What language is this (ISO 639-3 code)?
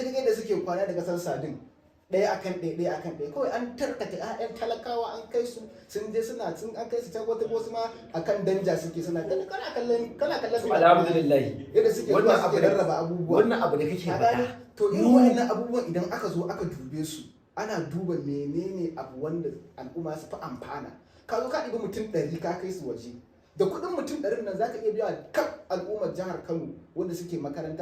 hau